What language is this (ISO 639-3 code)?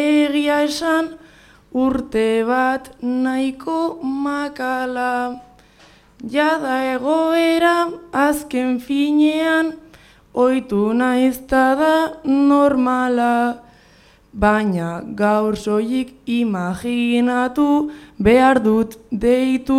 eus